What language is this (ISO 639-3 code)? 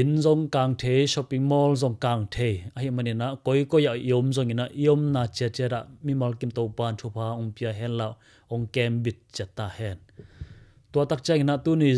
ctd